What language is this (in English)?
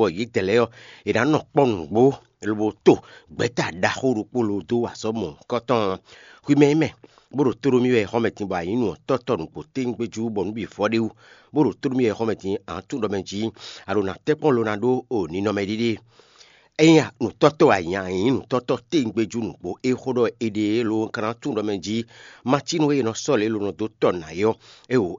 Fon